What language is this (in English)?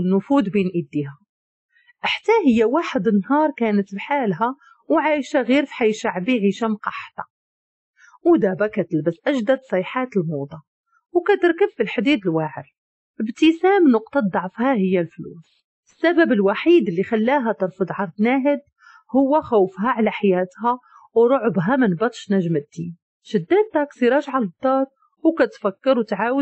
Moroccan Arabic